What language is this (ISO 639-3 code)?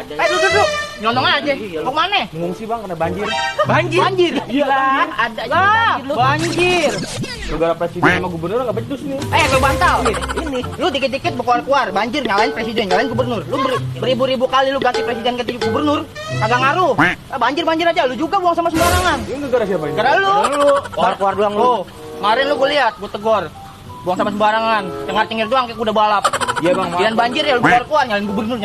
bew